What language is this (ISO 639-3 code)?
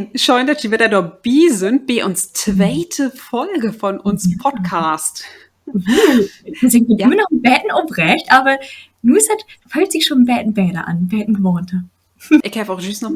nds